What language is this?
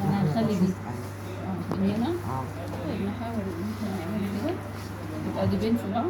Egyptian Arabic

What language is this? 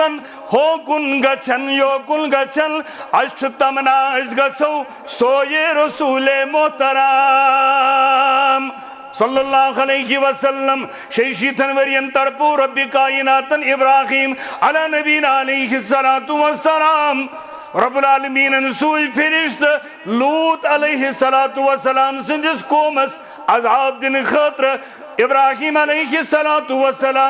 Kashmiri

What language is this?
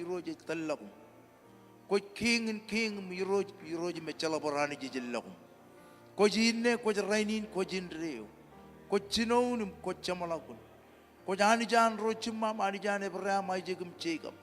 Marshallese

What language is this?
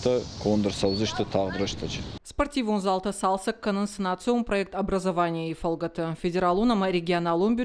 Ossetic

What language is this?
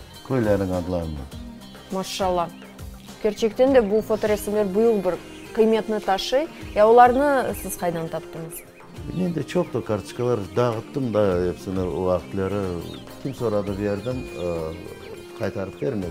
Crimean Tatar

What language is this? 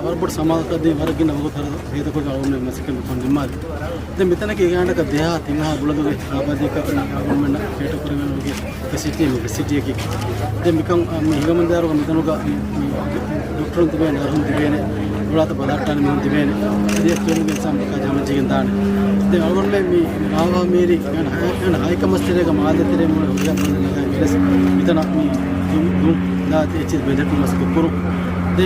Divehi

